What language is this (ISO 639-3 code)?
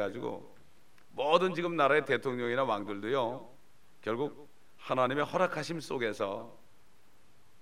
kor